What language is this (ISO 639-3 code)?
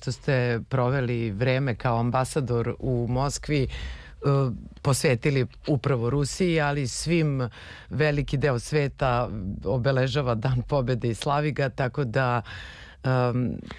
srp